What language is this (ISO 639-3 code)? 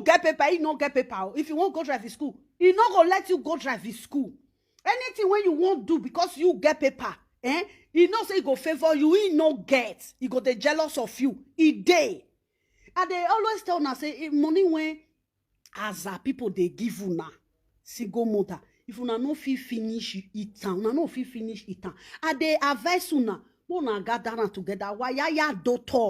pcm